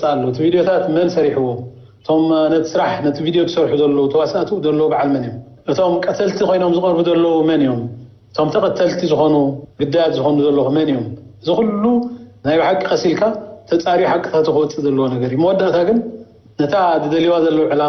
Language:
Tigrinya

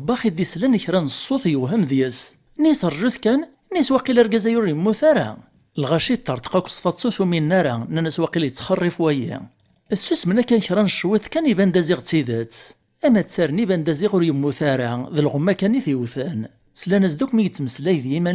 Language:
Kabyle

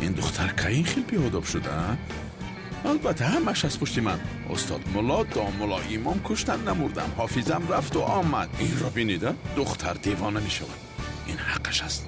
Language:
Tajik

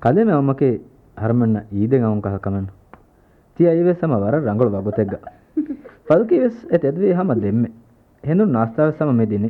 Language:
Divehi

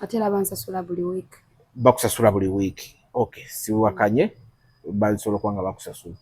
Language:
Ganda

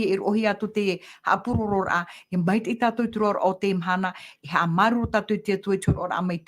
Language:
Tahitian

